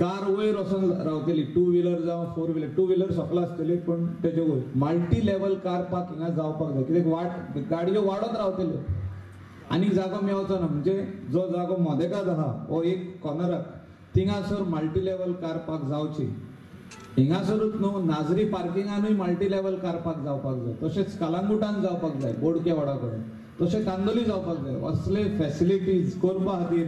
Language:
Konkani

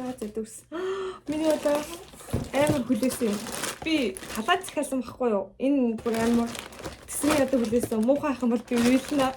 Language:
Mongolian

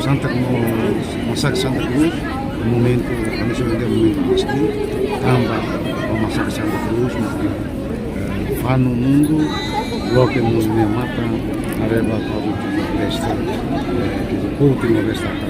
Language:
Tetum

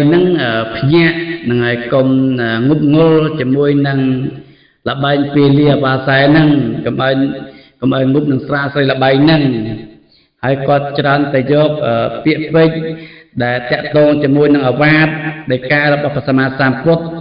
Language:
Khmer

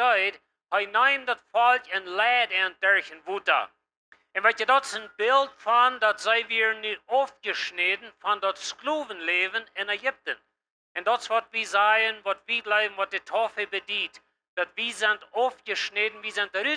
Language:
Plautdietsch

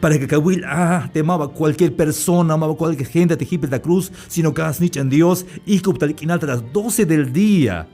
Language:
Tzeltal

